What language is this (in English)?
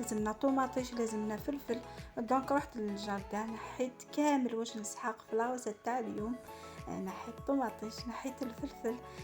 Algerian Arabic